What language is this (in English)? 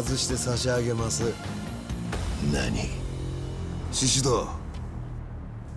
Japanese